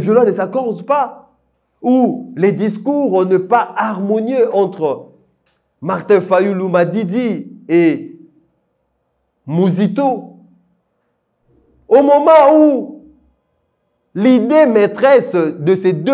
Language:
French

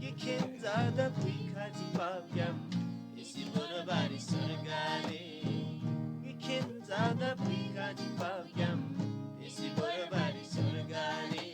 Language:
Eastern Tamang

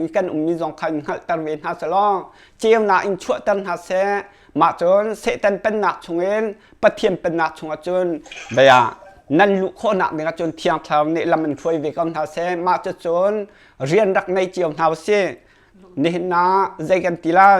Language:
Hakha Chin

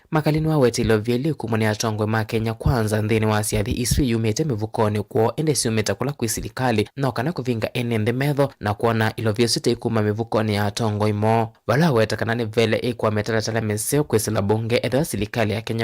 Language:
Kamba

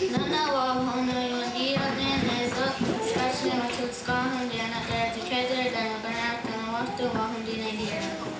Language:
Mohawk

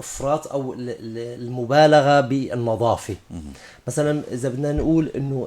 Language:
North Levantine Arabic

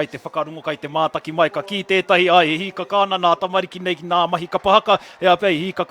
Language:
Māori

